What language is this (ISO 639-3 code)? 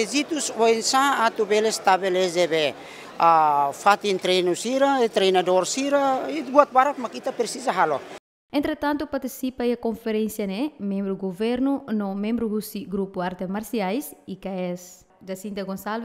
tet